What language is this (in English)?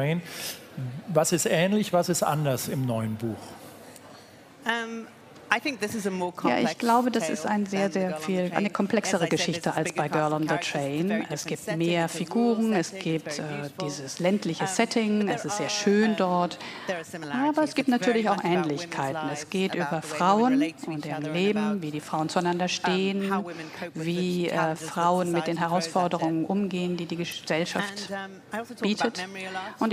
German